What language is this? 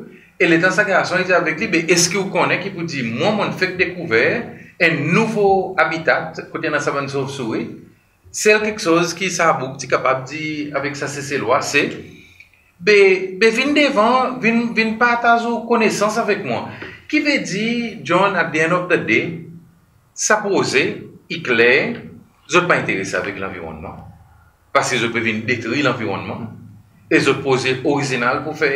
Seselwa Creole French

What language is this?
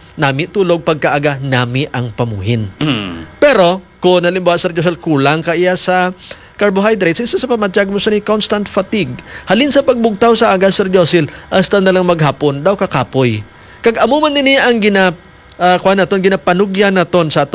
Hiligaynon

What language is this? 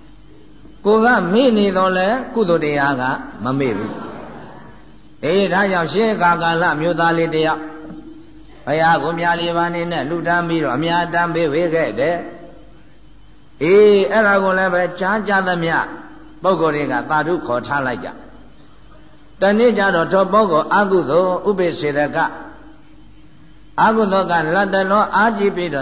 Burmese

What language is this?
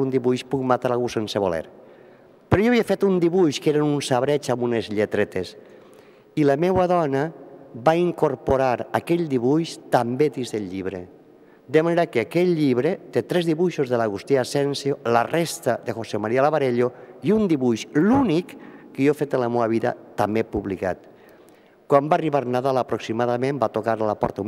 Catalan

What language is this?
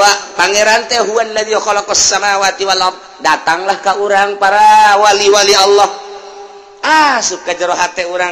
Sundanese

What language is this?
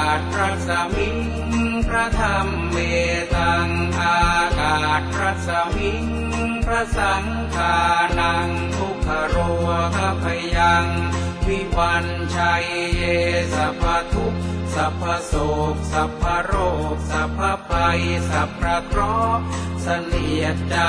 Pali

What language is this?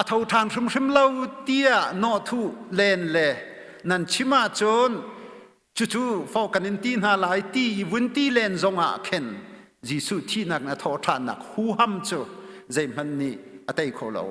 Hakha Chin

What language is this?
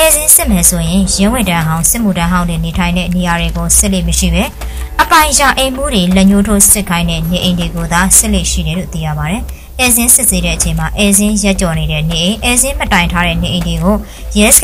Burmese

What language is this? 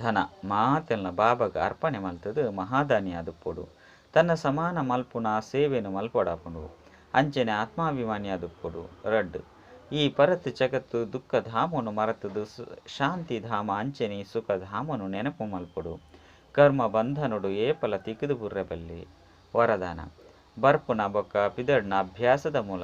Tulu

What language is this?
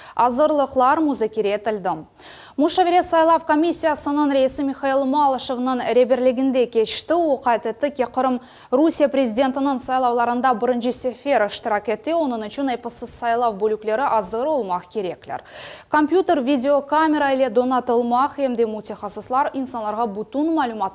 Crimean Tatar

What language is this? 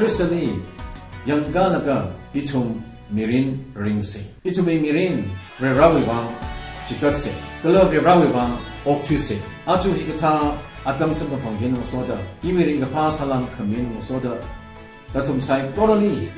Tangkhul Naga (India)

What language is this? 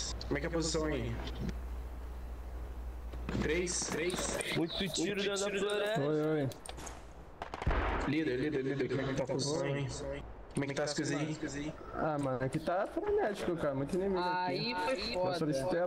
Portuguese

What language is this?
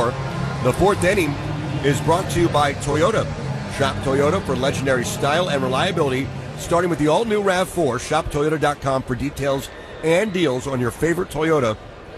English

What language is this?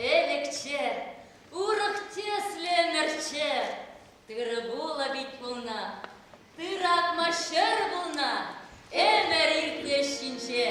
Chuvash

